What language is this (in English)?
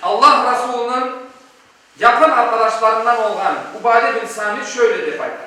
Crimean Tatar